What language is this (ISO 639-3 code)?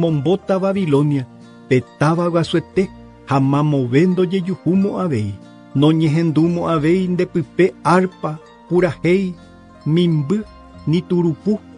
grn